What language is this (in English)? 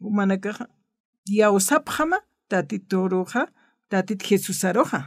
Aymara